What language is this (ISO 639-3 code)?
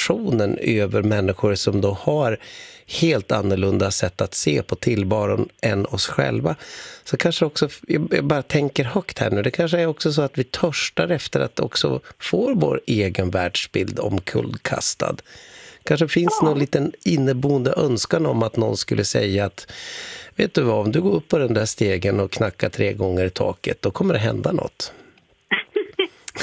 swe